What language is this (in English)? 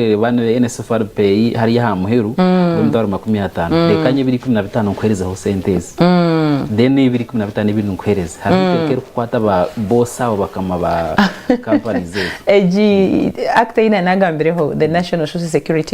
Nyankole